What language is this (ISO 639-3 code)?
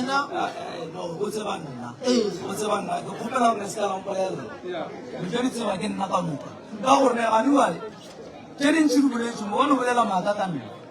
nso